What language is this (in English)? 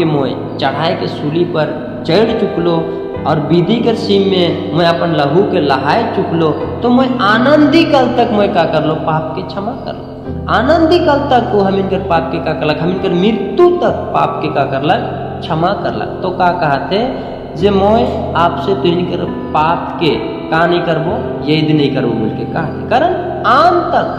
Sadri